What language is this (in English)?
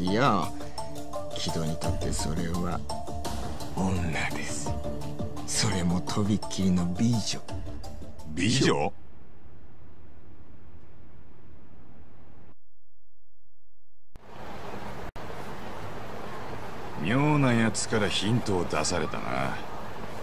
Japanese